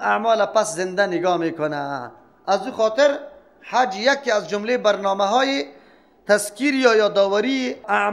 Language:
Persian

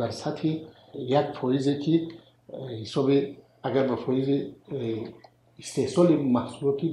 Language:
Tajik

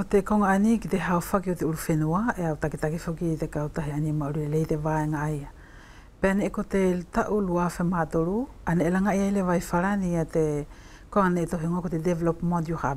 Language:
Wallisian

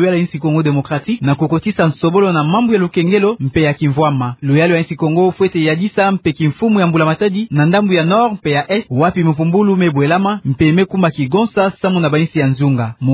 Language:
Kituba (Democratic Republic of Congo)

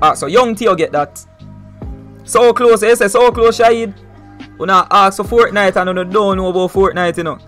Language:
Jamaican Creole English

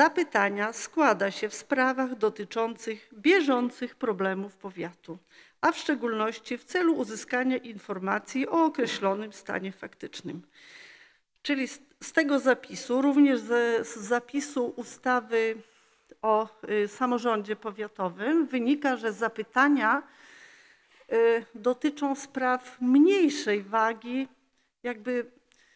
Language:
Polish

